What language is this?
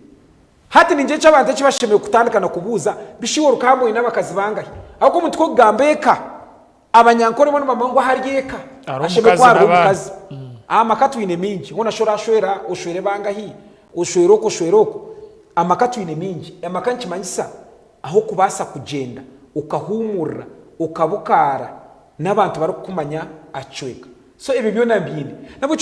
Nyankole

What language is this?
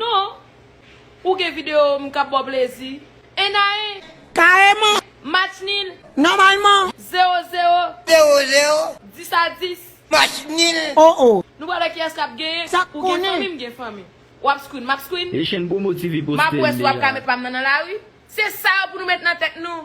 Haitian Creole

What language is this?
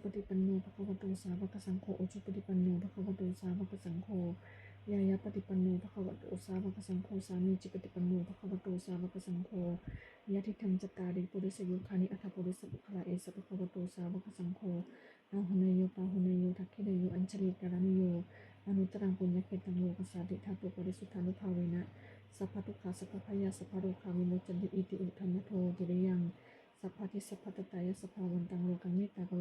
Pali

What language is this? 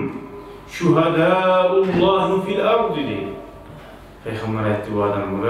Kumyk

